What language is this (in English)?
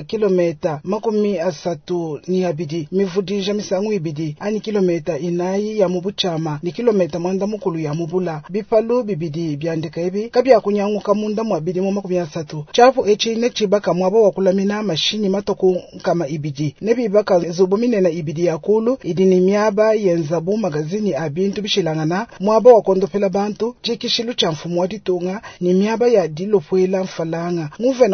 Luba-Lulua